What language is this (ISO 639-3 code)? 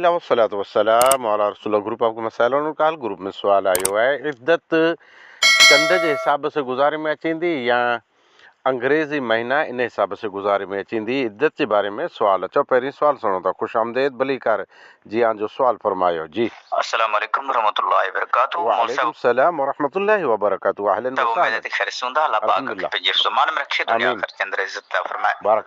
snd